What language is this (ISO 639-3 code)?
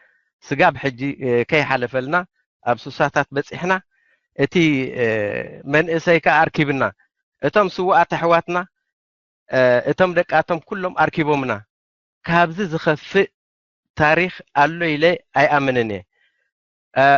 tir